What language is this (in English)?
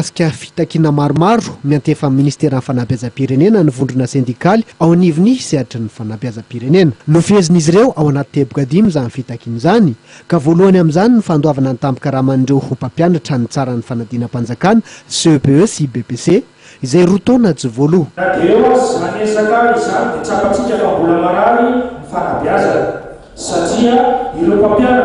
Malagasy